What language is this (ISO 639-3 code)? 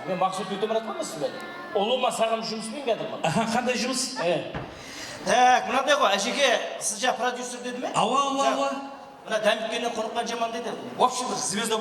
kaa